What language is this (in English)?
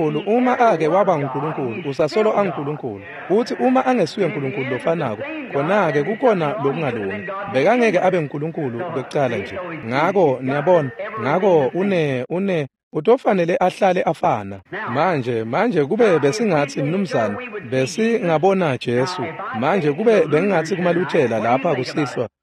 Swati